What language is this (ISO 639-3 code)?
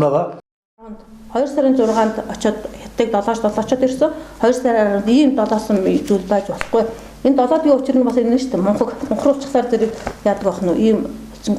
mon